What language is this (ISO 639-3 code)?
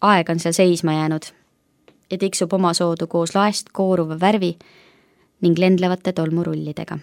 est